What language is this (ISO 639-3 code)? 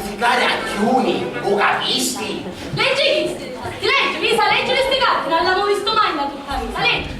scn